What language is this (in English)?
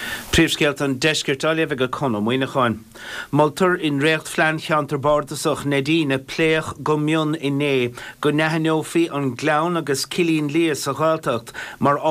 Irish